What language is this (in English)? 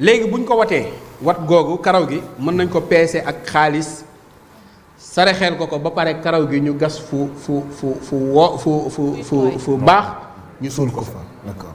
Wolof